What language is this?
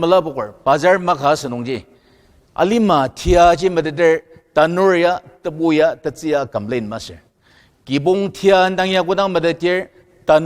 Ao Naga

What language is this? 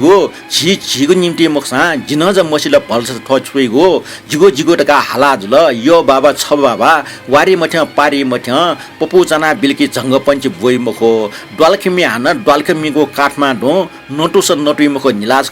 Newari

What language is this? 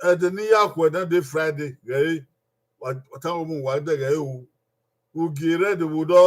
Bini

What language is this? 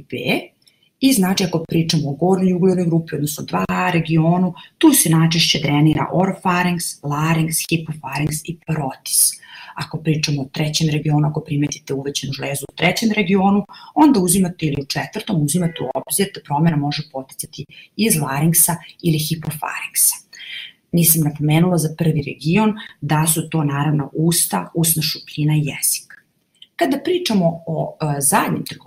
Serbian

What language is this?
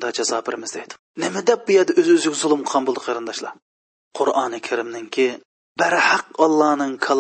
Uyghur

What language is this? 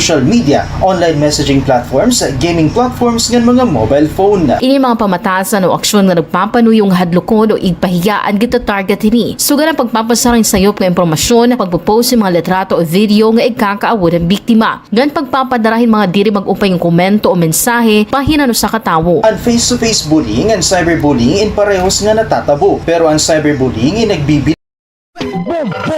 Waray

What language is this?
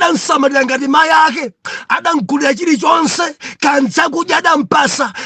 Nyanja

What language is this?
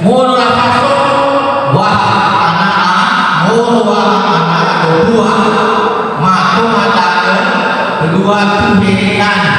Nias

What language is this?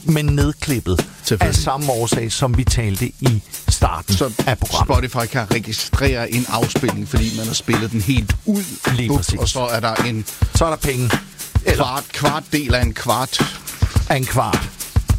Danish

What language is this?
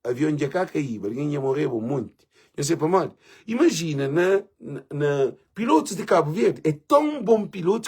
Kabuverdianu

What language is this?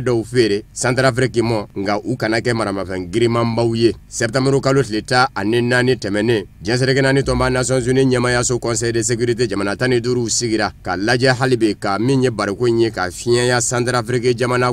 Bambara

